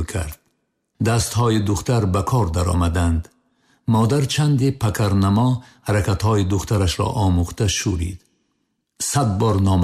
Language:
Tajik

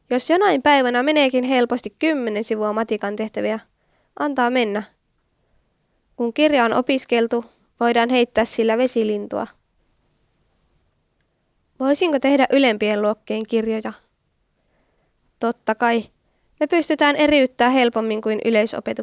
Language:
Finnish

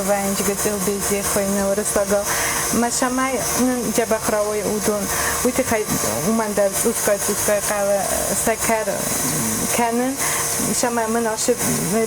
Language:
Ossetic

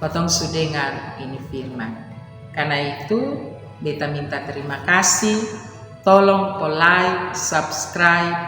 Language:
Kupang Malay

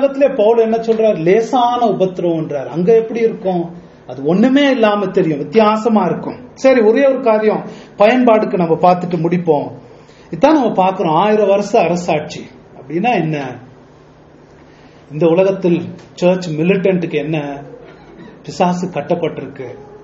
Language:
Tamil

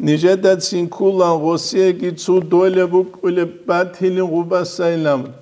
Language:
Avaric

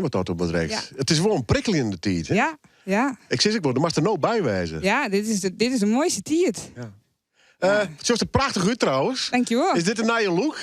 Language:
Western Frisian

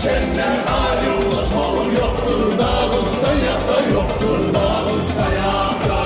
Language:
Kumyk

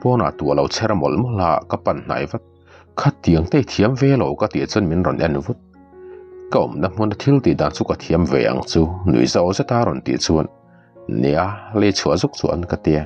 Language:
Mizo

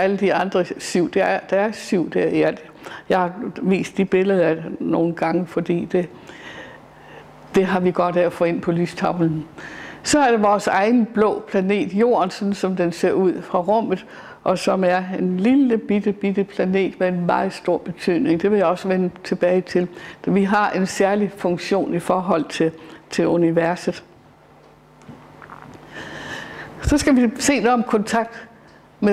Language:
Danish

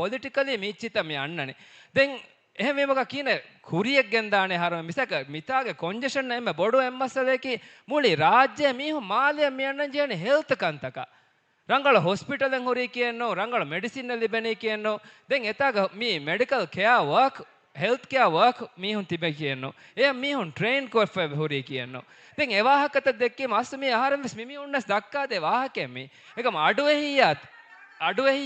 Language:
Divehi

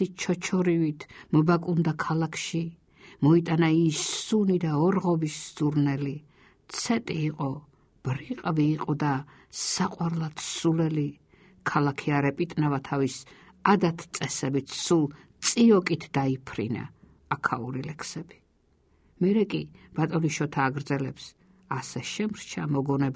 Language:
Georgian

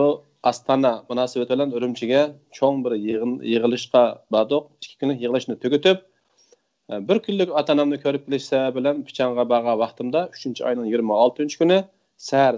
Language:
Uyghur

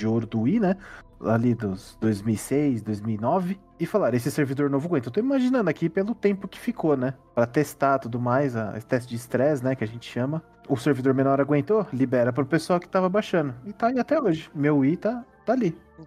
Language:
Portuguese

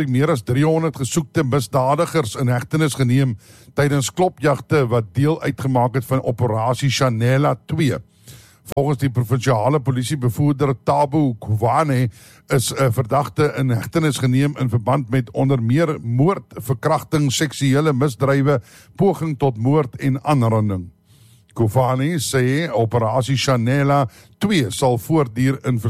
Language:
Afrikaans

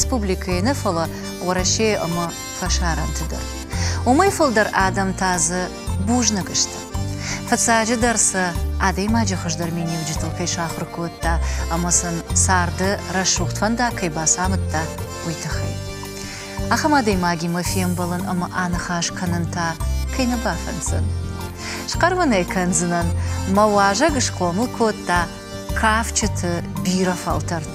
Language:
Ossetic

